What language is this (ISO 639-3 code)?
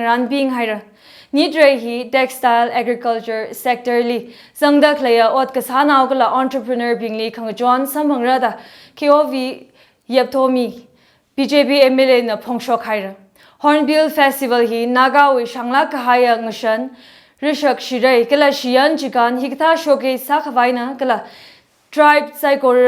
nmf